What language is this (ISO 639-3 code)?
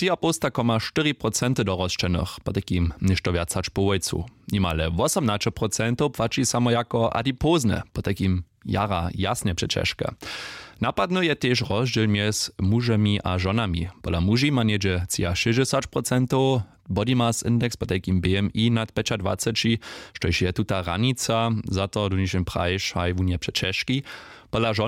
hsb